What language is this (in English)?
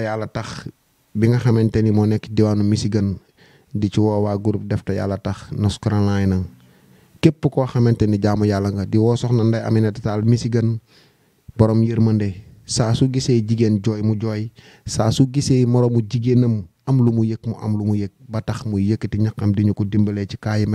Wolof